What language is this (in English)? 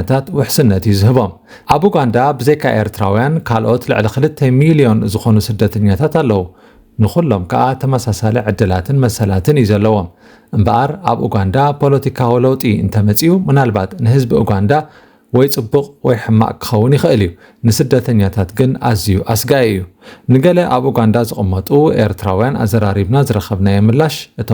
Tigrinya